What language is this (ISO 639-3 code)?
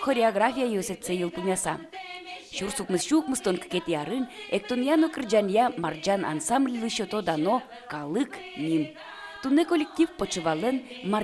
udm